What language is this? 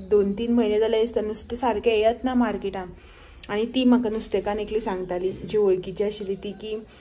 Konkani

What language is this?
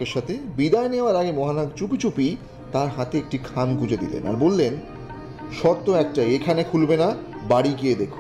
Bangla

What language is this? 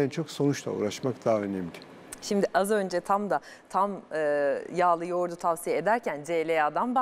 Turkish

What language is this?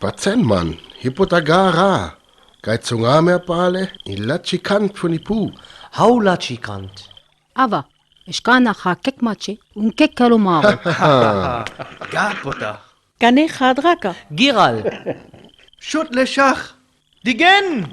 Sinte Romani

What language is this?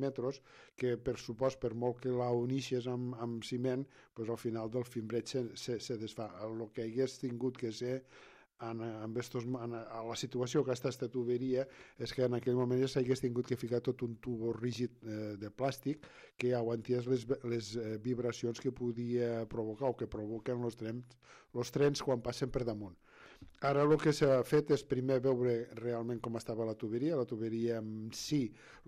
Catalan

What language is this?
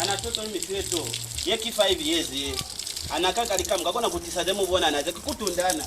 Lozi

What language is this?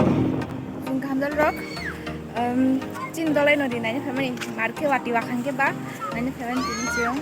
Kok Borok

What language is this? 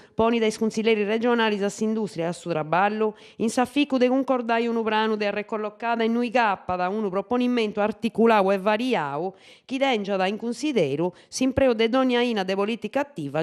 Sardinian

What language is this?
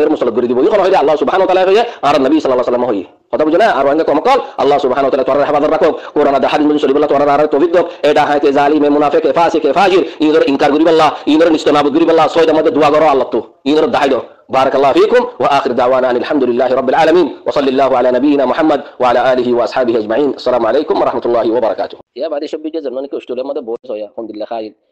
Rohingya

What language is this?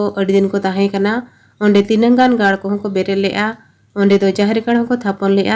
Santali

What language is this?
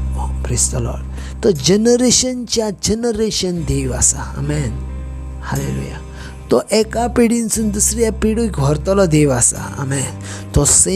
Konkani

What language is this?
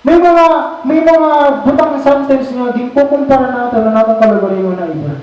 Waray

